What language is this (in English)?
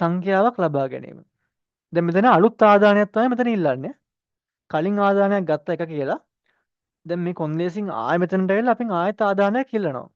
Sinhala